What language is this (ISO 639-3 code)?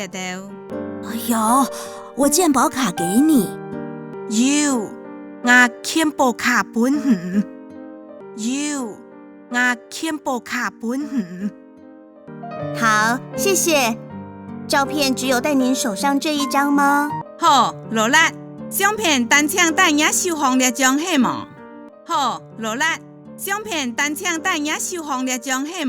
hak